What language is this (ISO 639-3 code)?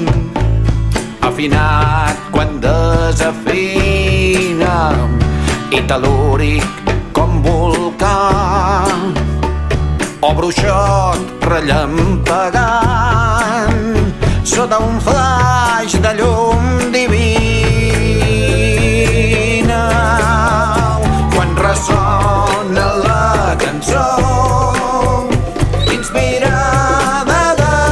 cat